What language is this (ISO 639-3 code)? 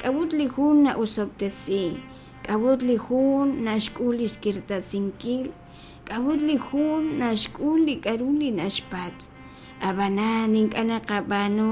kek